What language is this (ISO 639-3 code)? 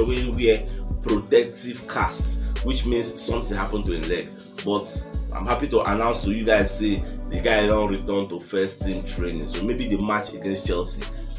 pcm